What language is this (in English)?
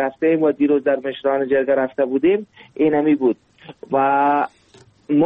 Persian